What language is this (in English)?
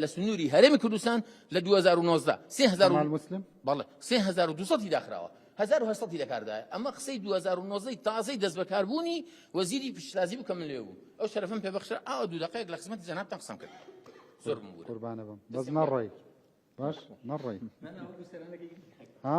Central Kurdish